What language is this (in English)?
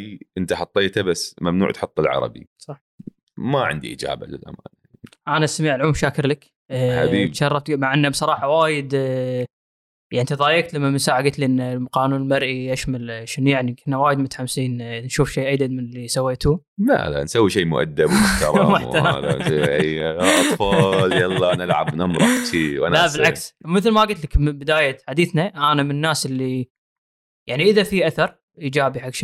Gulf Arabic